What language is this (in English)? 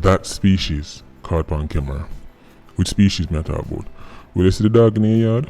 Jamaican Creole English